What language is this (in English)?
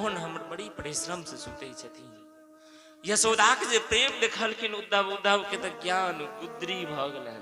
Maithili